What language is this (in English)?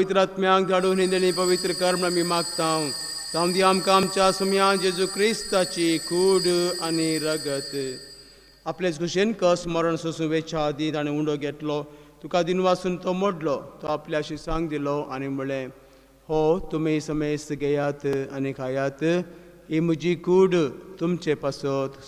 Konkani